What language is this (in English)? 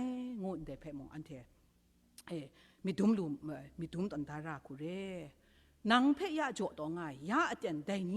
Kachin